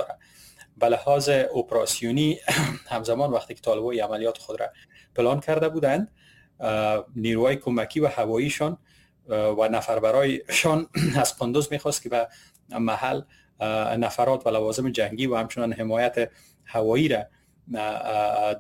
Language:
Persian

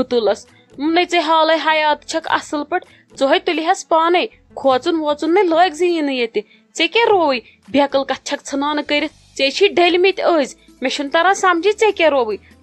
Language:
Kashmiri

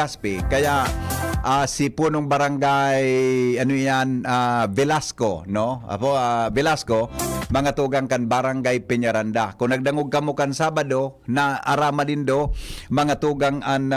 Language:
Bikol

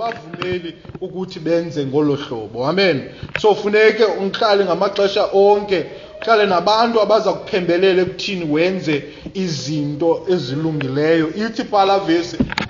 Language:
Xhosa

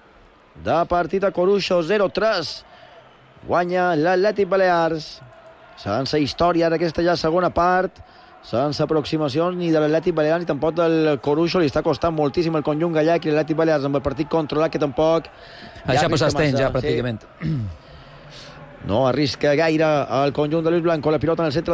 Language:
Catalan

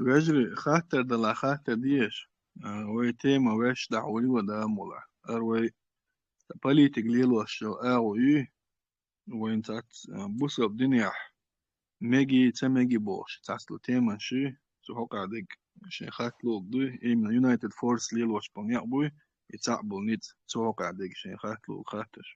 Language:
Chechen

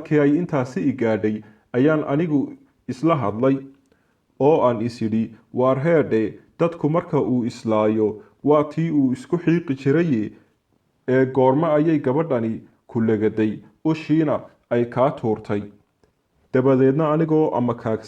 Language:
Somali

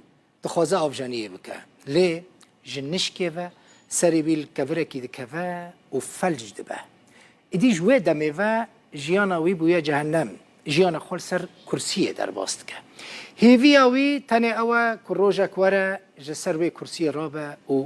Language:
Kurdish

